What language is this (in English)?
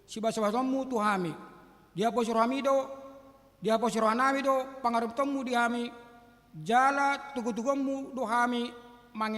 Batak Toba